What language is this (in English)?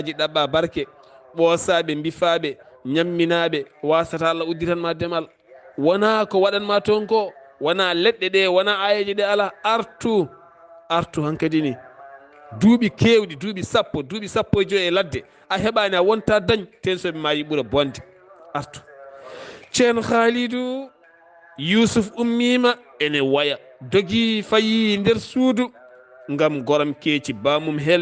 Fula